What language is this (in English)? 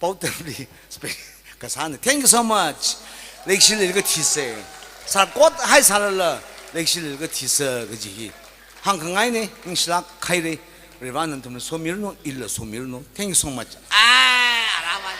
Tangkhul Naga (India)